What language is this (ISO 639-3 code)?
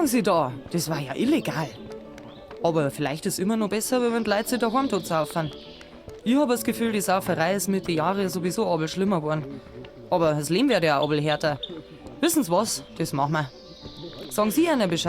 bar